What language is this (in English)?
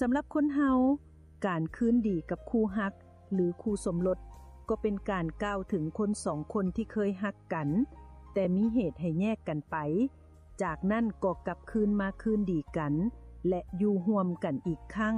Lao